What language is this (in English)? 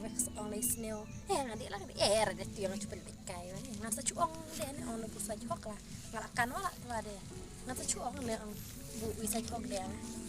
Khasi